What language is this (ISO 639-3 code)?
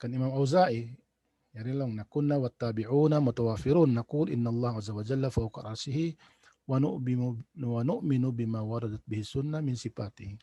tsg